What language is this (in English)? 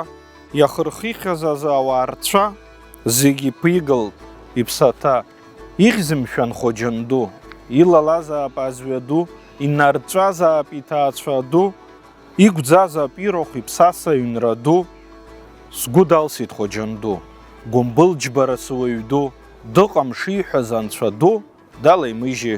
Abkhazian